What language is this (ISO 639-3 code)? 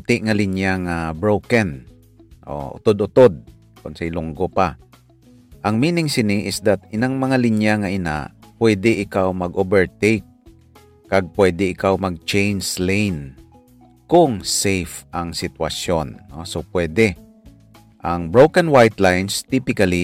hil